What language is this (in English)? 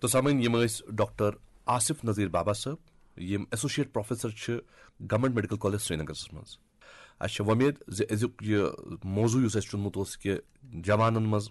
Kashmiri